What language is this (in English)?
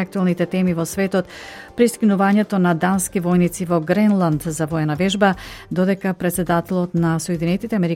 Macedonian